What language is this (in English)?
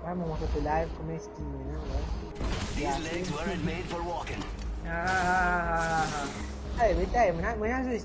Morisyen